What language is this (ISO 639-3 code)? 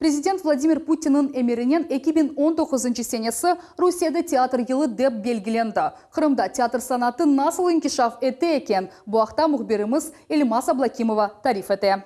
crh